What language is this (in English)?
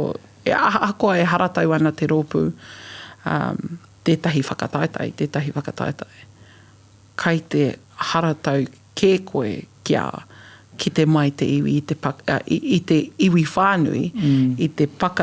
Māori